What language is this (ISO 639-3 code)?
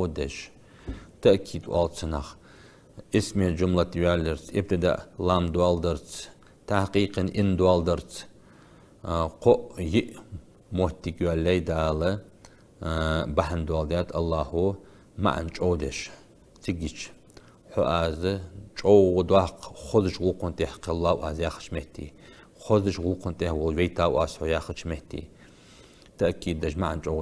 inh